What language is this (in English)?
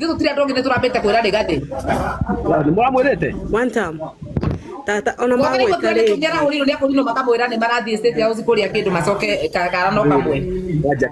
Kikuyu